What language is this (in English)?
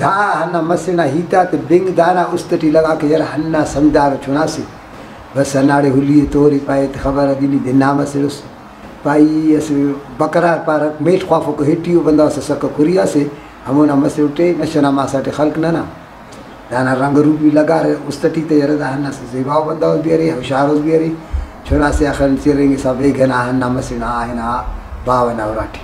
Brahui